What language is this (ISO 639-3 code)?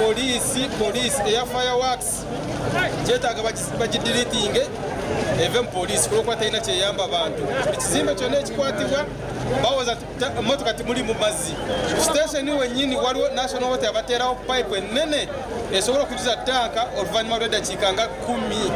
nyn